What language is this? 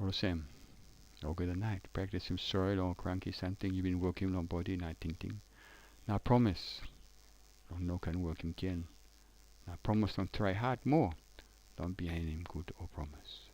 Tok Pisin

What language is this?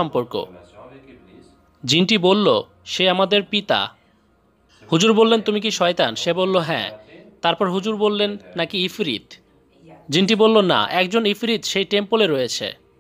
Bangla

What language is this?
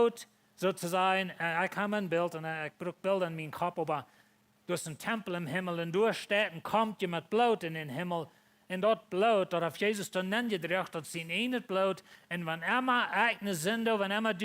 Plautdietsch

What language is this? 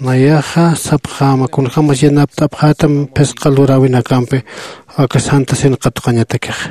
Aymara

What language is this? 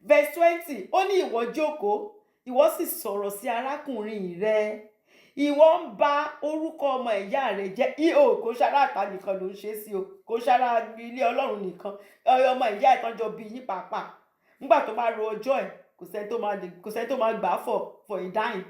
Yoruba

